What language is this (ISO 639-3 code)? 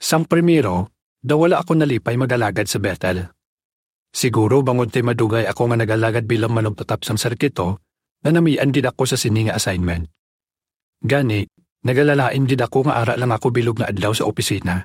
hil